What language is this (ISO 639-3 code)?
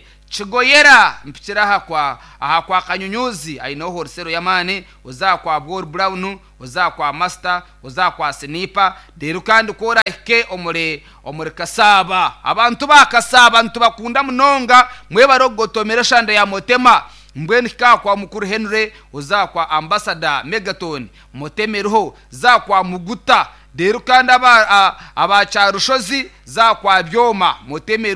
nyn